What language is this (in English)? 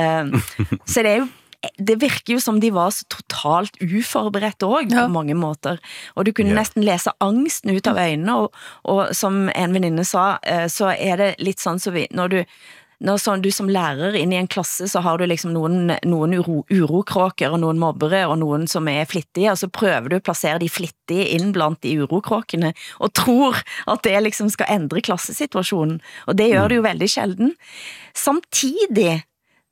Norwegian